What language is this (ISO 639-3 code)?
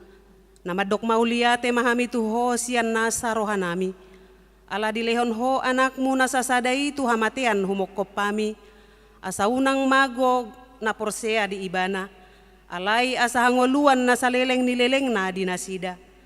bbc